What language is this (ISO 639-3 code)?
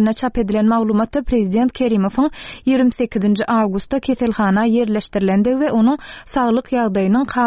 tuk